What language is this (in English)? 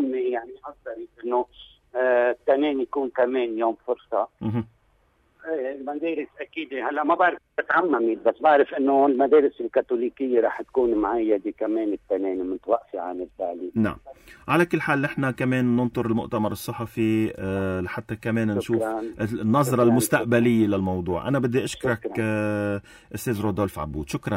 North Levantine Arabic